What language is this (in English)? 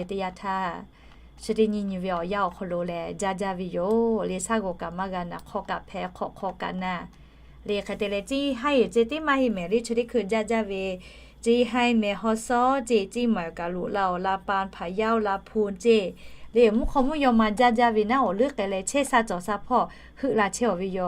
Lahu